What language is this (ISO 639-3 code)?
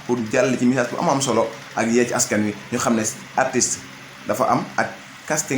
wol